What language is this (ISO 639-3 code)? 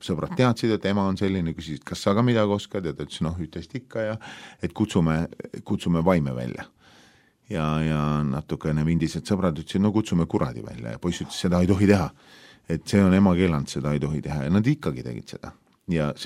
est